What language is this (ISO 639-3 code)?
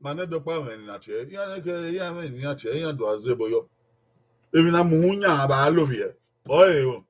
bin